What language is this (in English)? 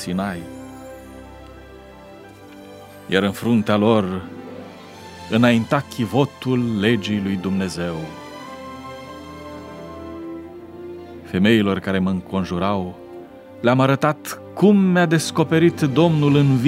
Romanian